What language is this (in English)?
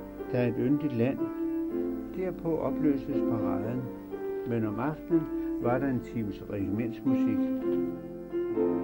Danish